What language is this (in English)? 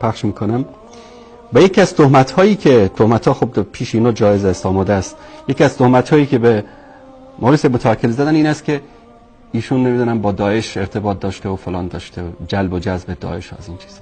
Persian